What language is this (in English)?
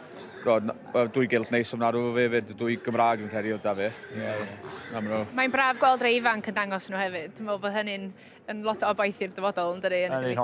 Welsh